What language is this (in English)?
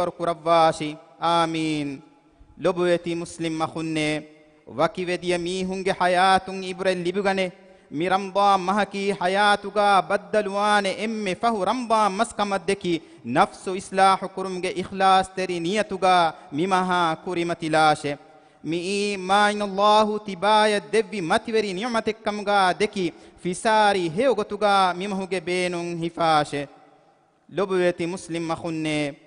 Divehi